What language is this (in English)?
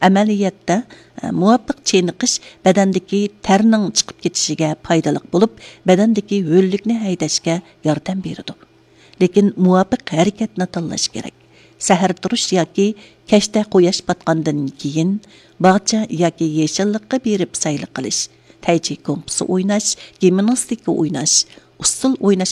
Uyghur